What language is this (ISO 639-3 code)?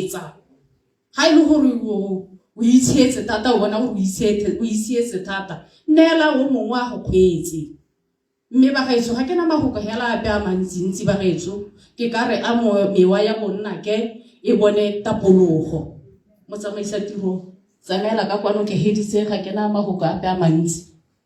tsn